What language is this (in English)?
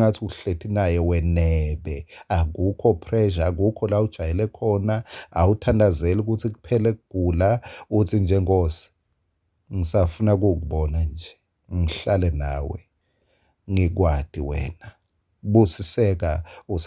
Swati